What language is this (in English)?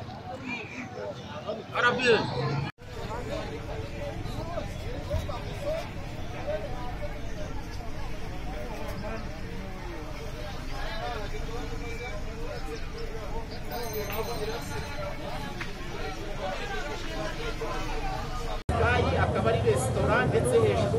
Kinyarwanda